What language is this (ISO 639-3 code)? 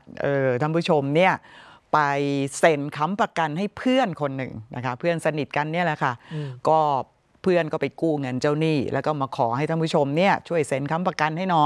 tha